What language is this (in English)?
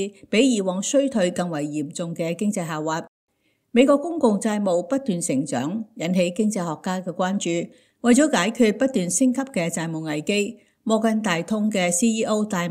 Cantonese